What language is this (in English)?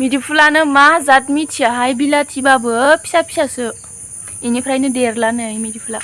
Bodo